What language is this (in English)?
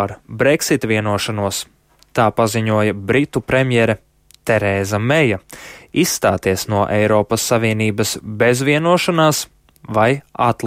Latvian